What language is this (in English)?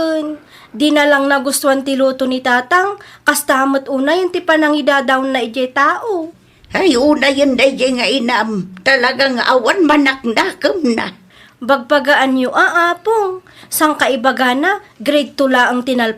Iloko